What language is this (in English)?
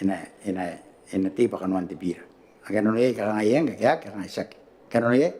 Gilbertese